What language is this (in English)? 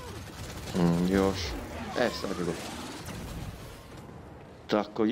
Croatian